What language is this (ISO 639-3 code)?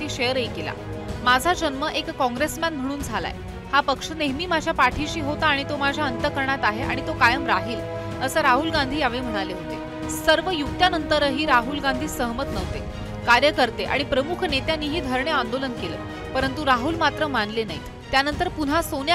mar